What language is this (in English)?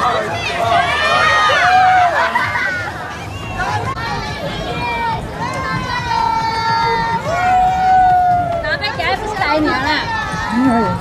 Chinese